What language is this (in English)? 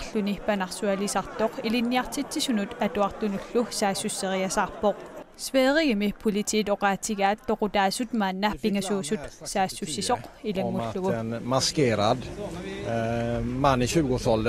Kalaallisut